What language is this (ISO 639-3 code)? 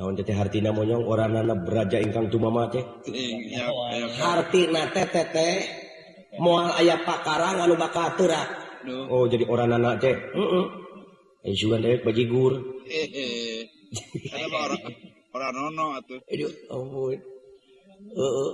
sun